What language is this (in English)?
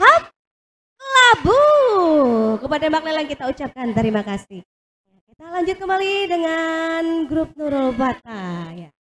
Banjar